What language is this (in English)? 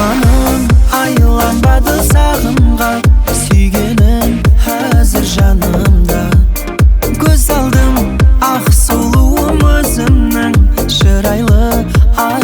Kara-Kalpak